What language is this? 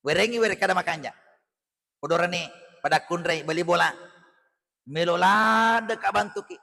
Buginese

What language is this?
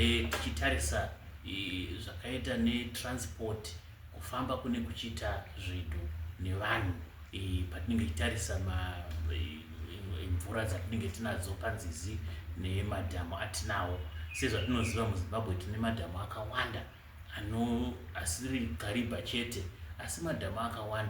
Shona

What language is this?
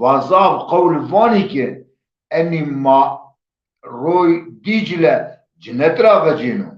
Zaza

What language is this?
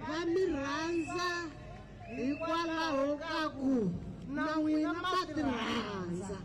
Tsonga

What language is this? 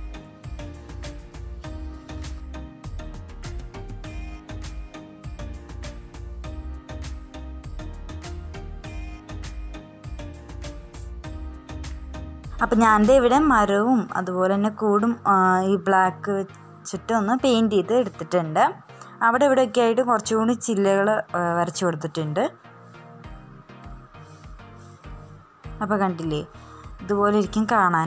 Malayalam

